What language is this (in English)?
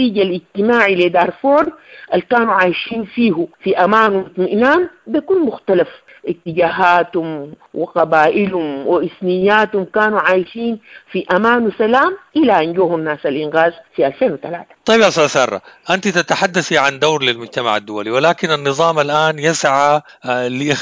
Sudanese Arabic